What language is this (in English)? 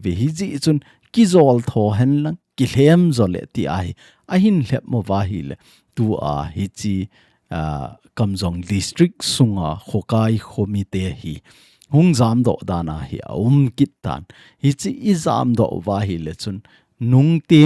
Thado Chin